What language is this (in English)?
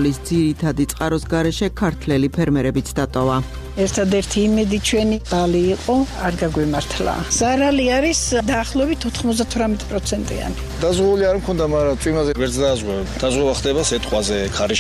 Georgian